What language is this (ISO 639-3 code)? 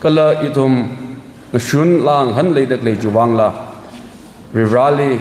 nmf